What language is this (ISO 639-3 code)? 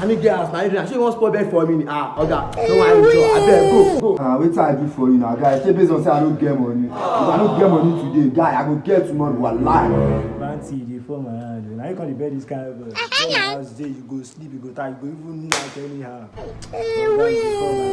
pcm